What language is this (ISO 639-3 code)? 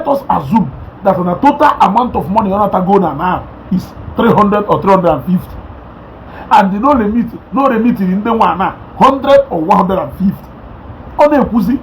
ibo